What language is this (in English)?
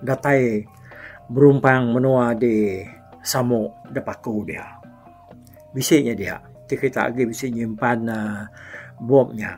Iban